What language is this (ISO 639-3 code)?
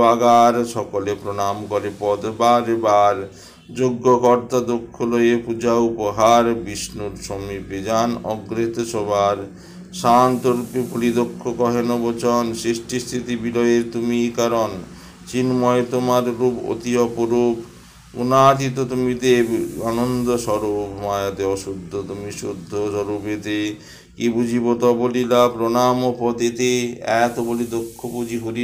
ben